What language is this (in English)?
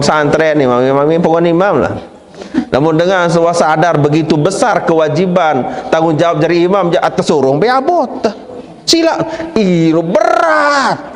Sasak